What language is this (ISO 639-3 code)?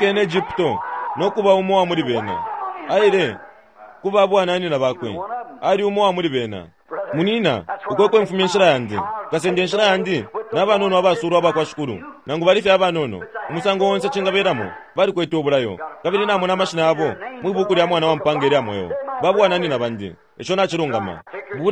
bem